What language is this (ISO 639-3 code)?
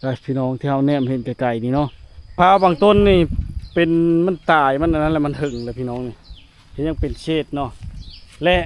lao